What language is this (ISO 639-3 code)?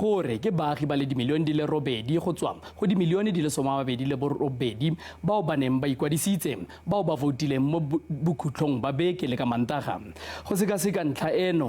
tsn